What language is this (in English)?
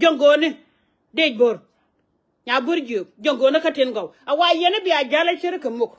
Nuer